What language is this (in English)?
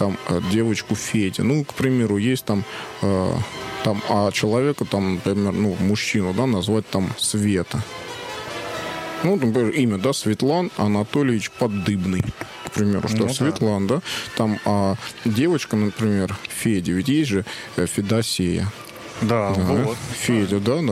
Russian